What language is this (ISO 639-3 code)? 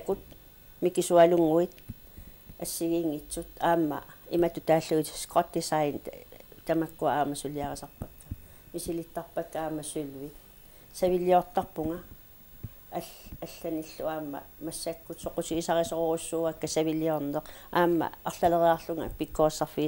kal